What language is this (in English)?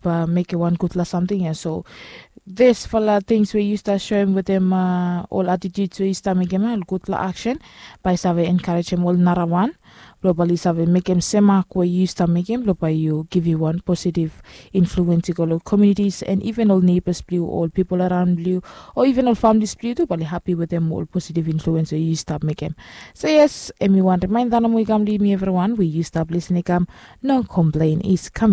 Bislama